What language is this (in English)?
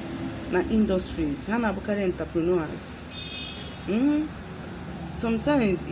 Igbo